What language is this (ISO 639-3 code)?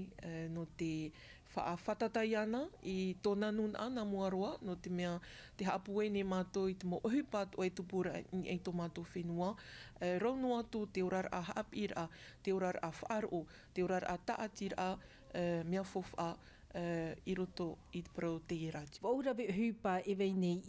tah